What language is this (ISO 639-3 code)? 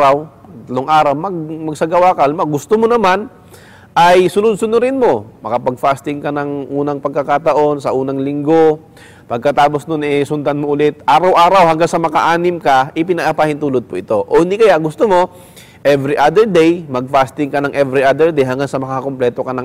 fil